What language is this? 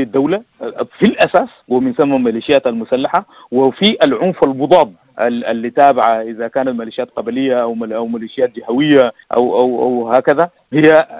Sudanese Arabic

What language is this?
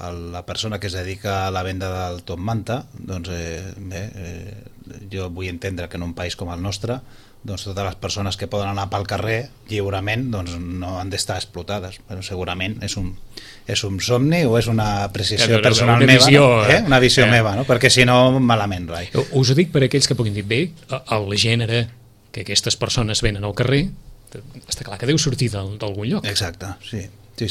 Catalan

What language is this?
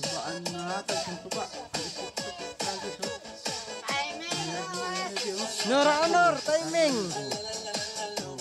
Waray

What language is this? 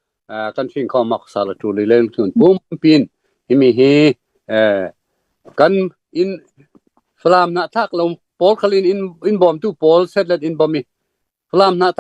Falam Chin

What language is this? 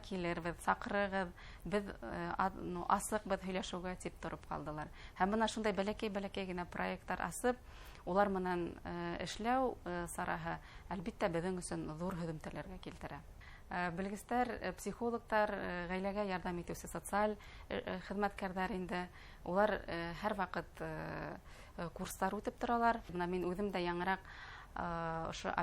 Bashkir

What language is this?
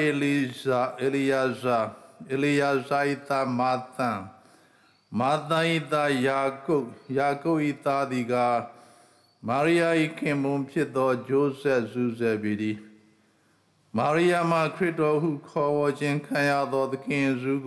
Burmese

